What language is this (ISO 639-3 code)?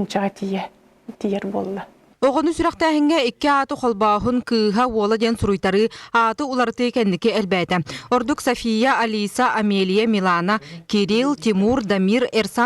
sah